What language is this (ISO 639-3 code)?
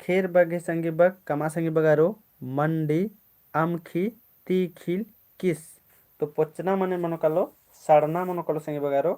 kru